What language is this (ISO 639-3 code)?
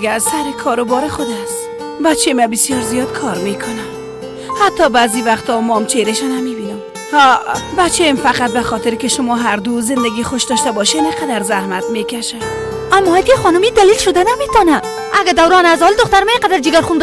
fas